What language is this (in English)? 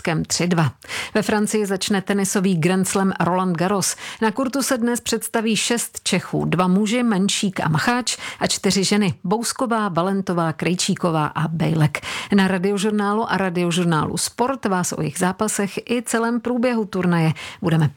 Czech